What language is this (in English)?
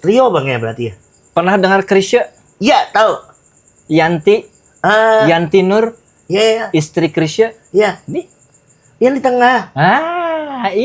Banjar